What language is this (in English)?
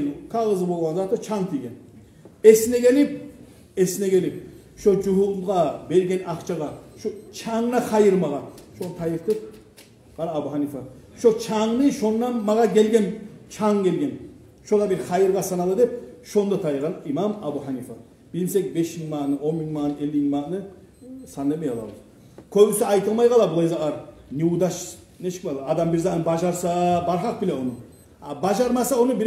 Kumyk